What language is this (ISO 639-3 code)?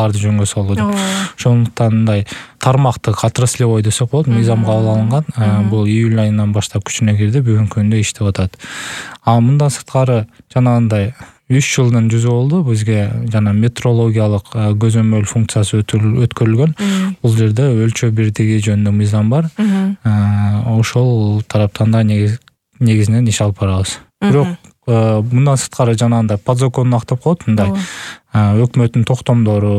kir